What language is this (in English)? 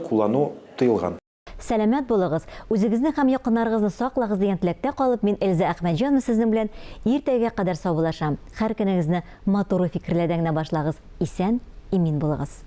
Tatar